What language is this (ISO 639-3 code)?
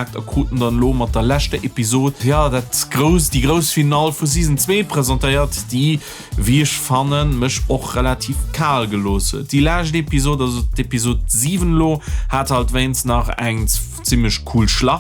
ltz